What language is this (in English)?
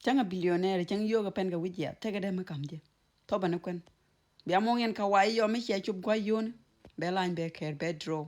Nuer